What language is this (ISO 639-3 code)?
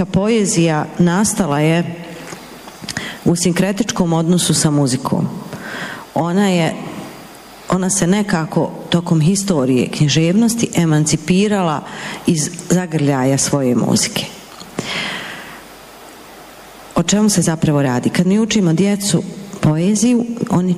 bos